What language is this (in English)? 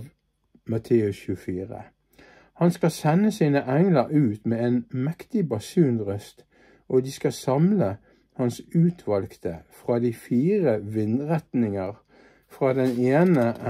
Norwegian